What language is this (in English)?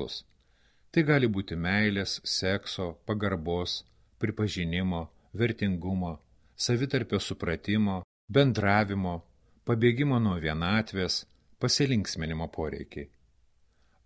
Lithuanian